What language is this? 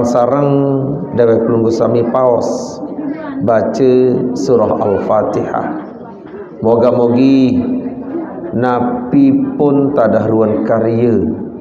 Sasak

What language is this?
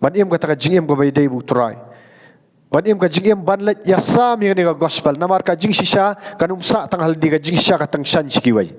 Khasi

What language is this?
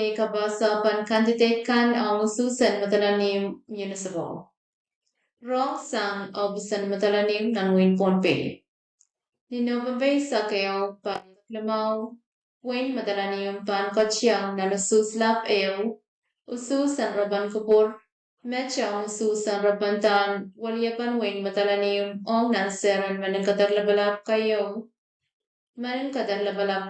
Pohnpeian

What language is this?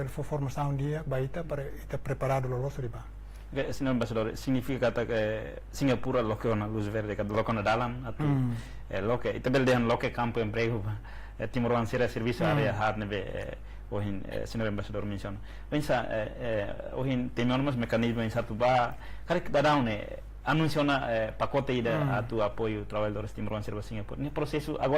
Tetum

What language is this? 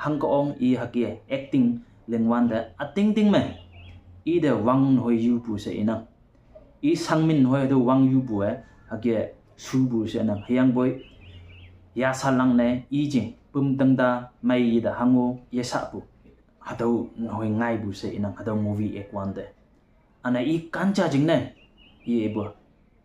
Konyak Naga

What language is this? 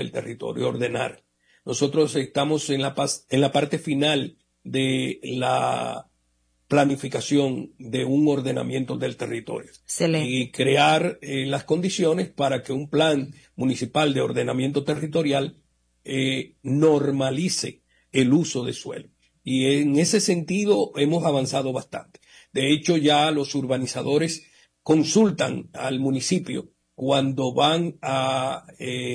Spanish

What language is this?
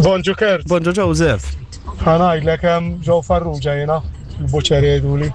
Maltese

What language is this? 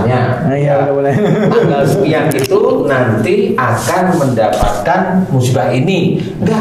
Indonesian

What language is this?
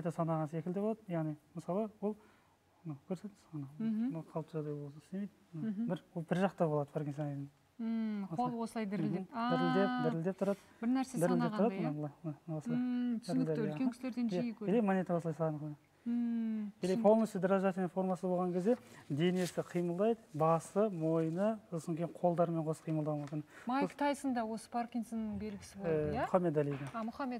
Kazakh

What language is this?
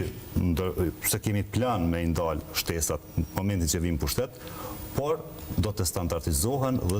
Albanian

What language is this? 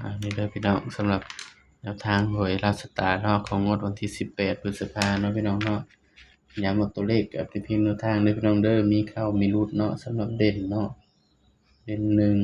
Northeastern Thai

